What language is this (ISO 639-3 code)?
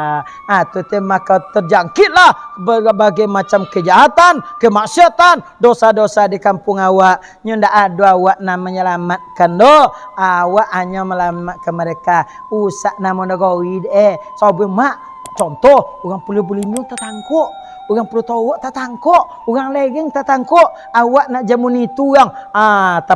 min